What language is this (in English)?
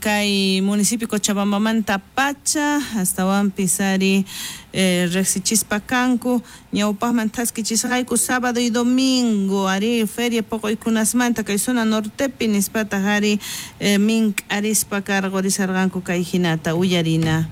South Bolivian Quechua